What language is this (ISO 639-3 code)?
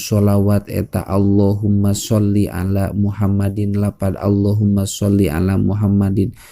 sun